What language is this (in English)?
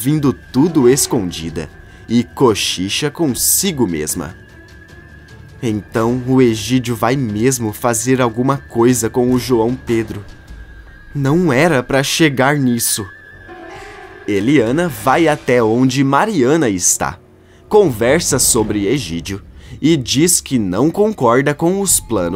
Portuguese